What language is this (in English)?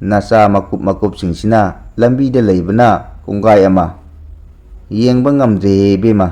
Manipuri